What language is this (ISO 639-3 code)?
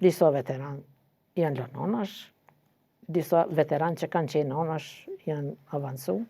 sqi